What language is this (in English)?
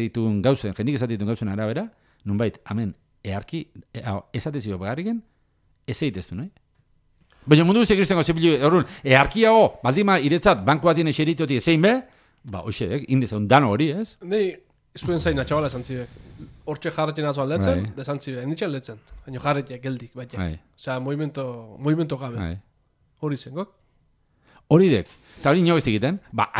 Basque